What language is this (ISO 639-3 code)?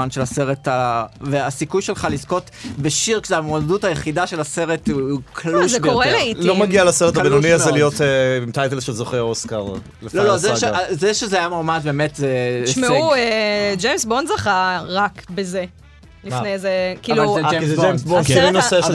heb